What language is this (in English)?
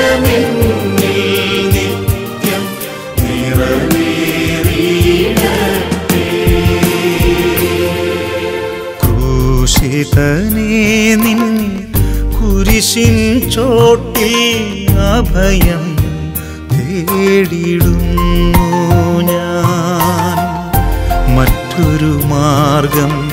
Malayalam